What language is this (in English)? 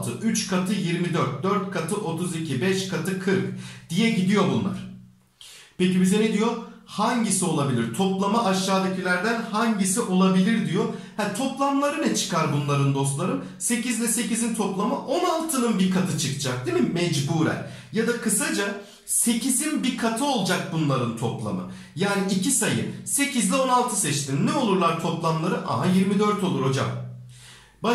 Turkish